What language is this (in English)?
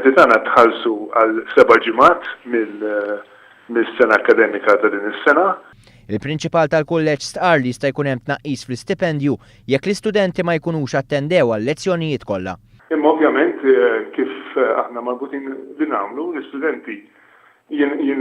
Maltese